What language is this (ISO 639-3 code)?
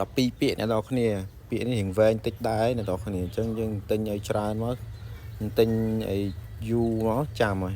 khm